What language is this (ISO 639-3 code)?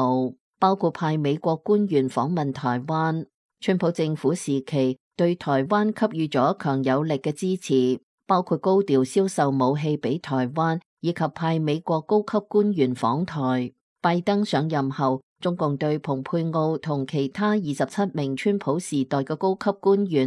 yue